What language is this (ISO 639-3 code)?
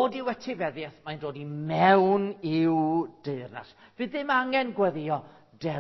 cym